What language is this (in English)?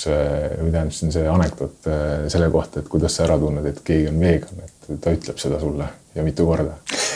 Estonian